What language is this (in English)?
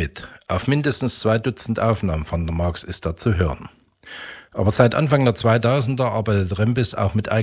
German